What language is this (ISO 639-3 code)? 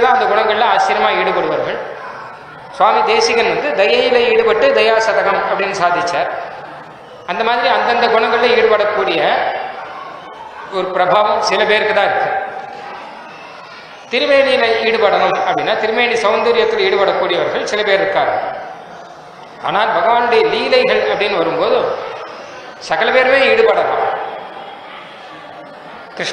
tam